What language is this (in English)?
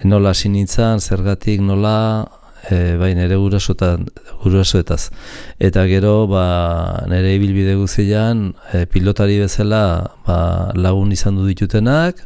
Basque